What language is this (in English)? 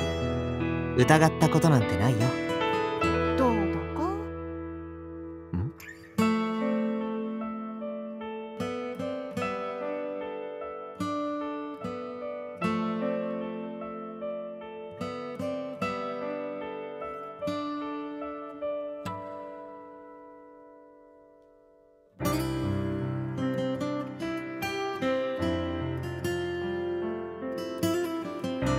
Japanese